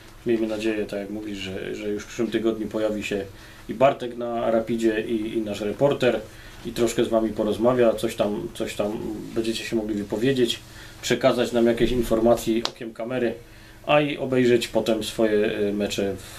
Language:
Polish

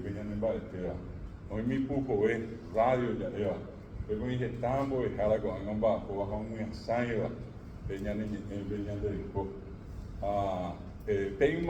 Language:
Guarani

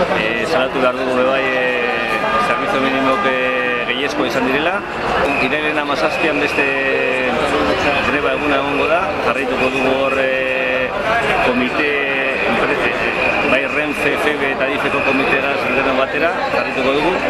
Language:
Basque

